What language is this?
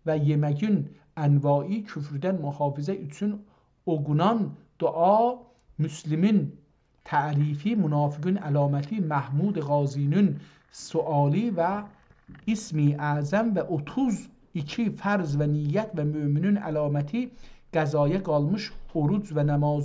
South Azerbaijani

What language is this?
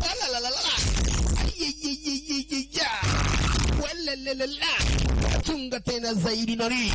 Masai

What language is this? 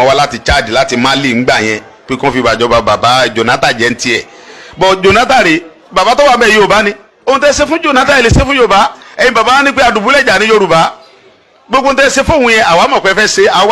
Yoruba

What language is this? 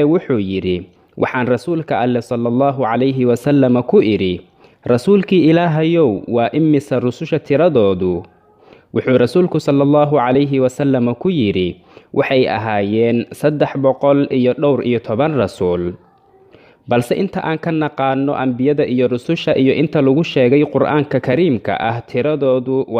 Somali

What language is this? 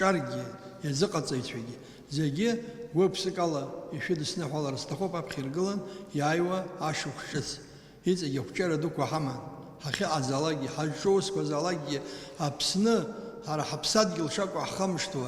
Abkhazian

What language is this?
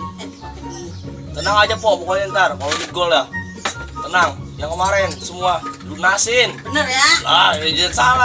Betawi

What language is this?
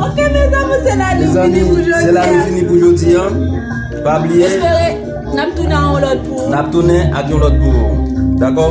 Haitian Creole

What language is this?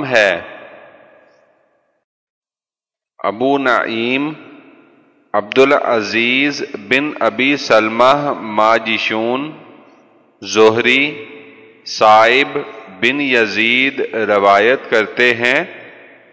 Urdu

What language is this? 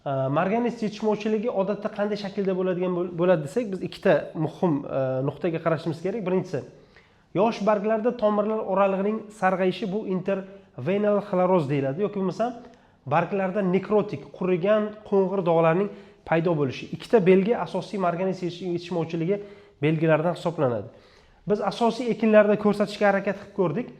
Uzbek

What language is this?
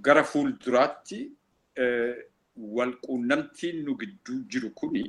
Oromo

